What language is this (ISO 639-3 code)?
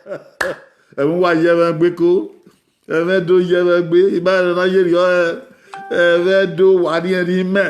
bin